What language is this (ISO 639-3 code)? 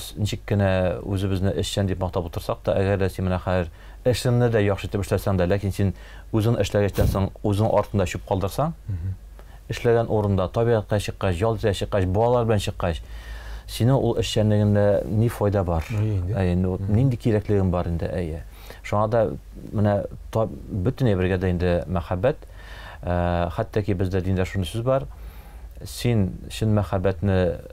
tat